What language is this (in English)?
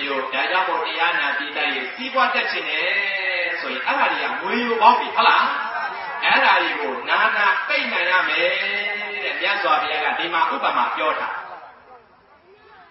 Burmese